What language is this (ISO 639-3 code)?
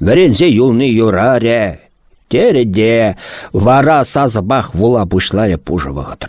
chv